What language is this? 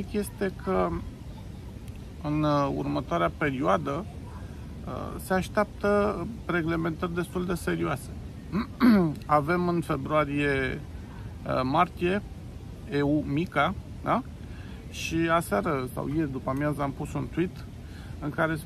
Romanian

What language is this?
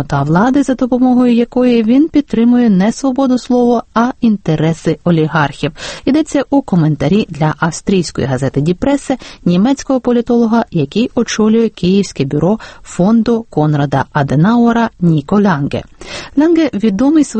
Ukrainian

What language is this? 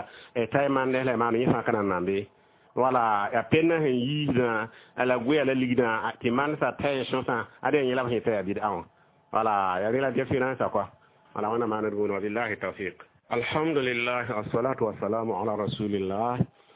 Mossi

